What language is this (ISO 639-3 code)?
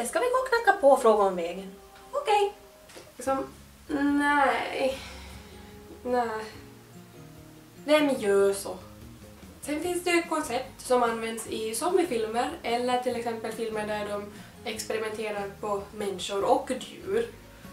swe